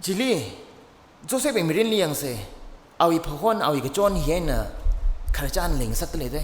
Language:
Tangkhul Naga (India)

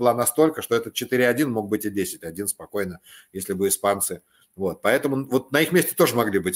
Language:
Russian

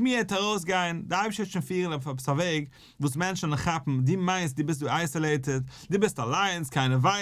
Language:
Yiddish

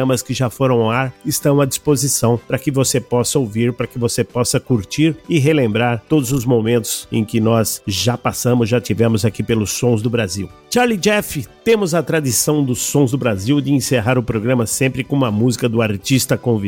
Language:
Portuguese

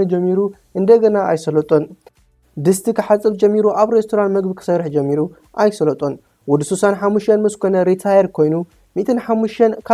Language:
Tigrinya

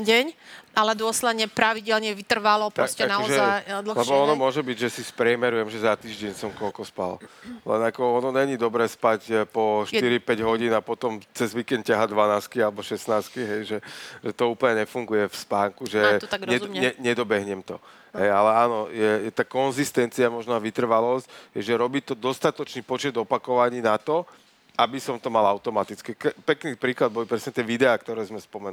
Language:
Slovak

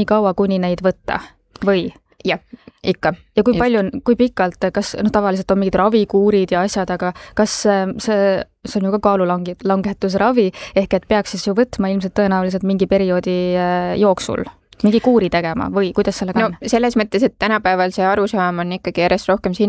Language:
Estonian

